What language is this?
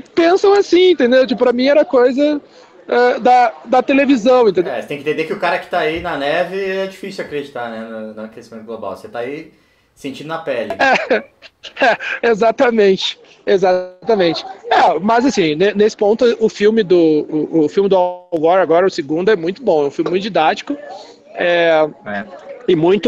Portuguese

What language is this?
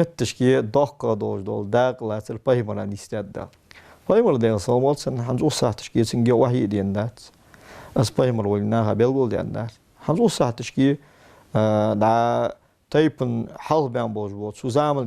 Ingush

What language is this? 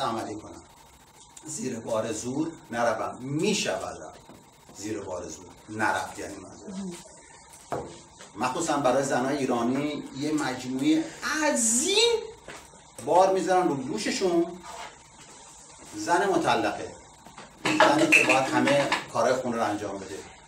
Persian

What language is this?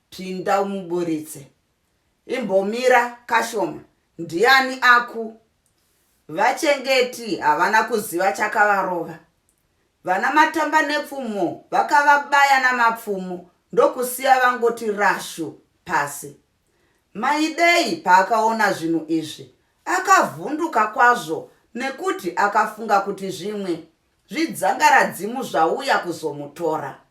Shona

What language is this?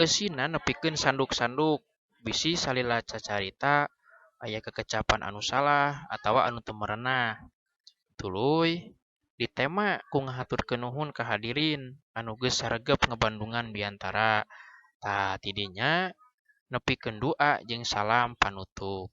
Sundanese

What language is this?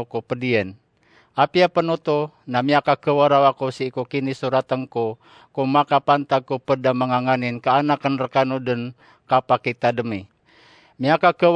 Maranao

